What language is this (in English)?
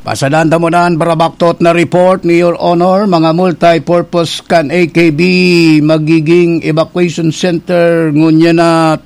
Bikol